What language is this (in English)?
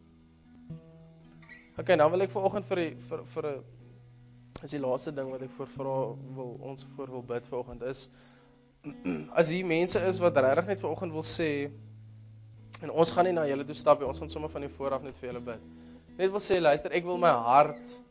Afrikaans